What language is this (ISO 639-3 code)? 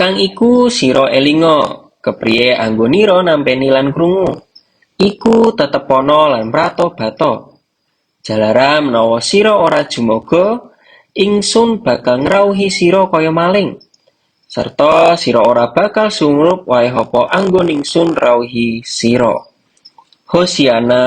jav